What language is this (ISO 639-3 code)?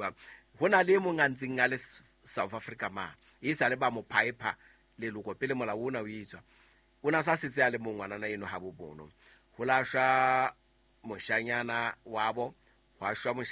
sot